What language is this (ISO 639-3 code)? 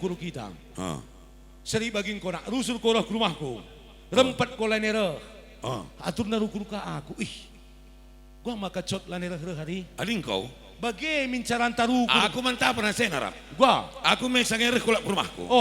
btx